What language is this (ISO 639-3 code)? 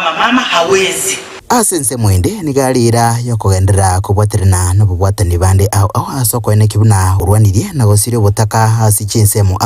guz